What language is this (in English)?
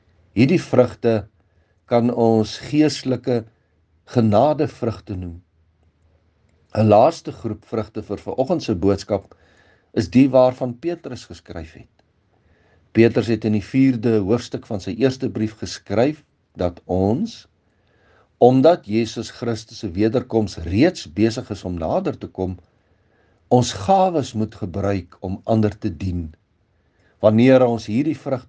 Afrikaans